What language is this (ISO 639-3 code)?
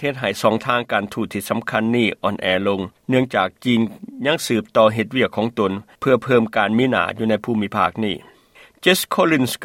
lao